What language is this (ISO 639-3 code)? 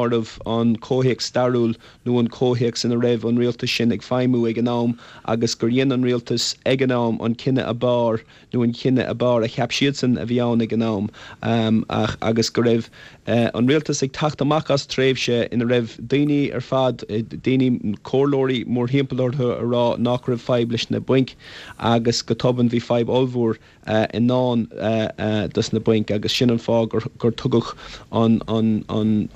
gle